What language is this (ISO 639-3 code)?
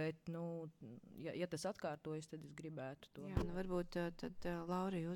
lav